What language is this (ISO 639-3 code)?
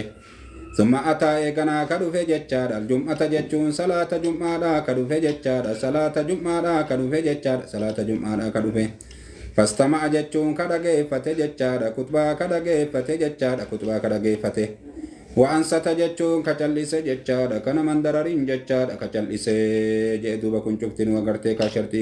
orm